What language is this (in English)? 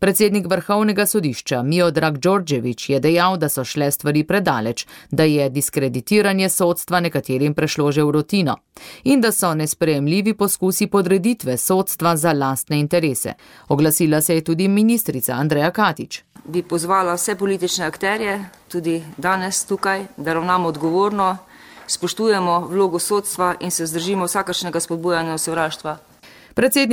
Slovenian